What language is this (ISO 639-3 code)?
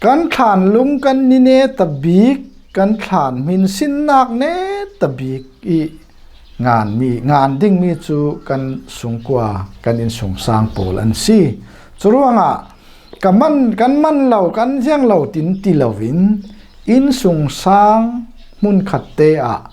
cfm